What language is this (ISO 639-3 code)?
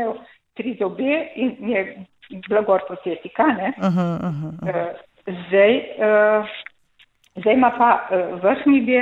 slv